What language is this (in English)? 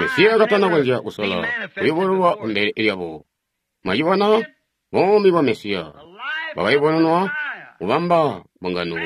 Tonga (Zambia)